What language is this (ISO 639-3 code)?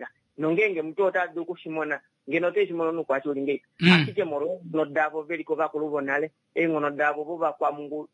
kua